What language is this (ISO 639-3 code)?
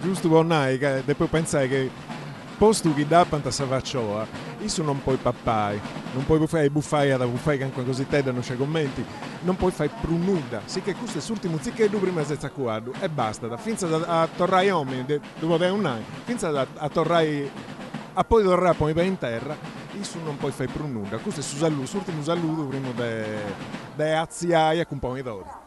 srd